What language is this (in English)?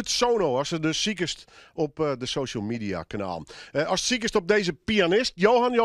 Western Frisian